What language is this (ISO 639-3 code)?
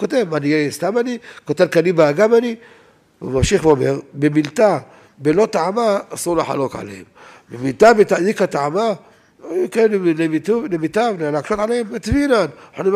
heb